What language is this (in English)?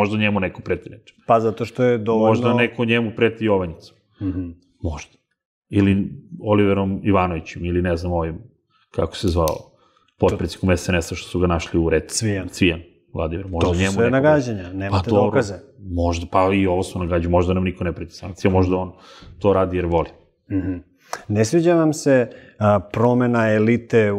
Serbian